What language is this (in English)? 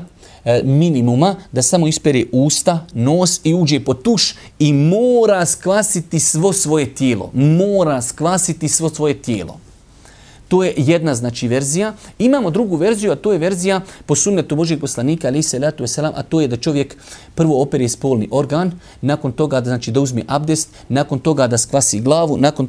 Bosnian